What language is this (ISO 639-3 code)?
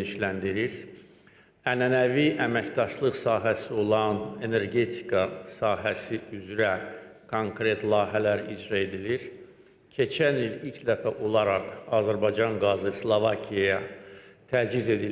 aze